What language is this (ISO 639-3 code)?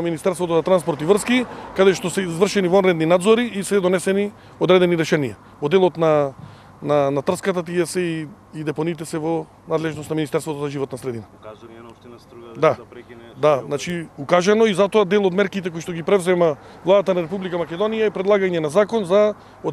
mkd